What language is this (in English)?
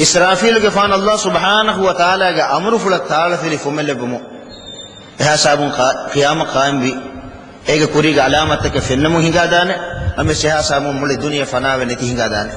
Divehi